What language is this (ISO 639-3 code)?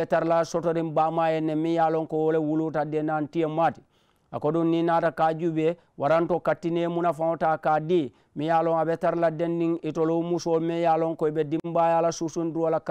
man